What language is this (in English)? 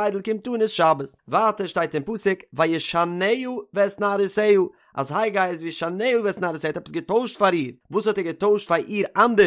Yiddish